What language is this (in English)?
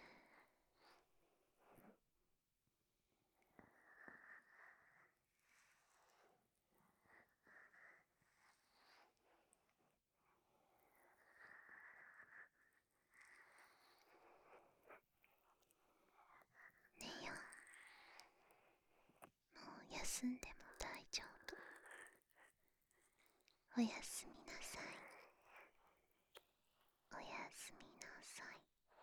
Japanese